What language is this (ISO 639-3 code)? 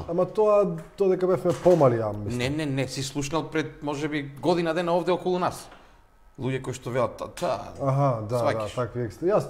mkd